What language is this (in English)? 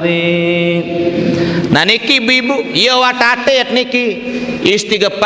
Sasak